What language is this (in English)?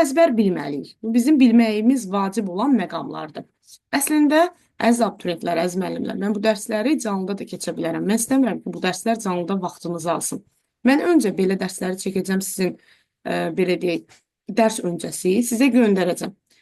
Azerbaijani